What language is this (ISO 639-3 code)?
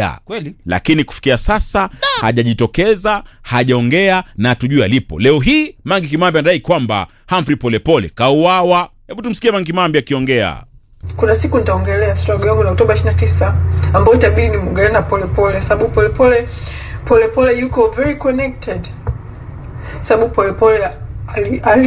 swa